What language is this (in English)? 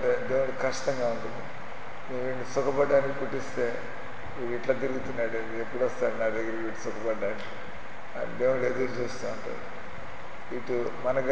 Telugu